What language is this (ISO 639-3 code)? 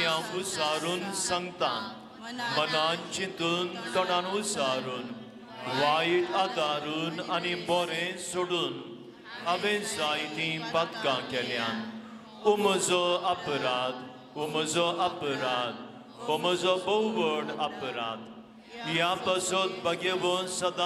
kok